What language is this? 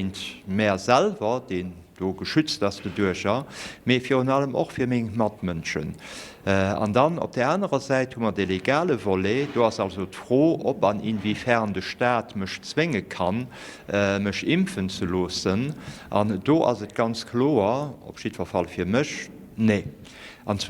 Luxembourgish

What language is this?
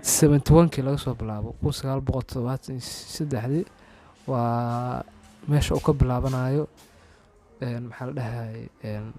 Somali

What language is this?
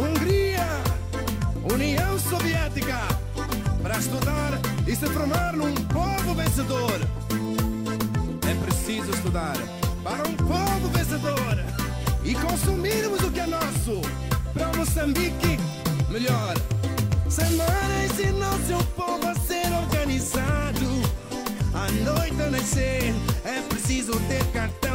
Portuguese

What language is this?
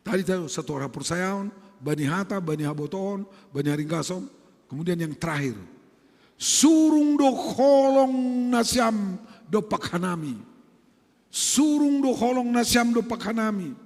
Batak Simalungun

